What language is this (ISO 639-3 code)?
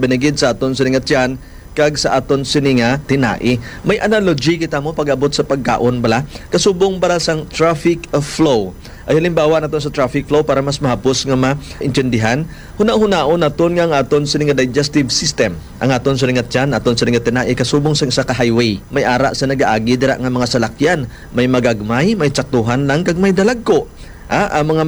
hil